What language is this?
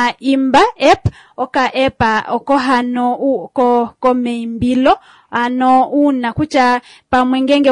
Kuanyama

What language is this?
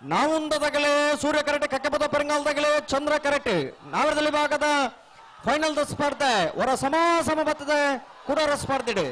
Tulu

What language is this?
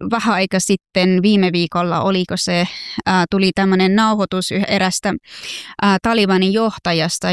Finnish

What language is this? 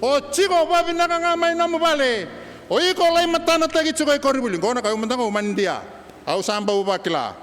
Fijian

